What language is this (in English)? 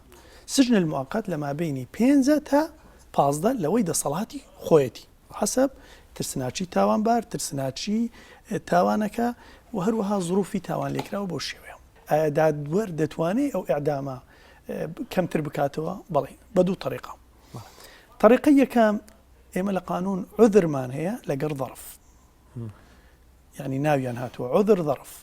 Central Kurdish